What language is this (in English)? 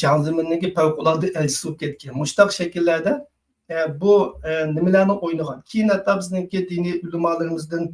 Uyghur